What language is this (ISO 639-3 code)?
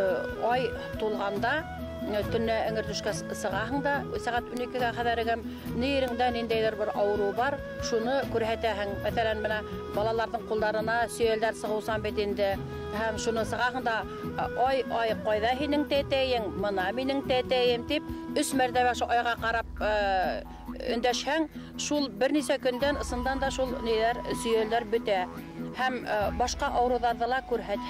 bak